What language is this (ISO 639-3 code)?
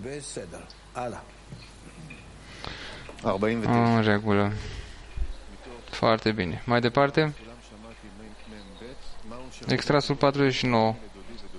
ron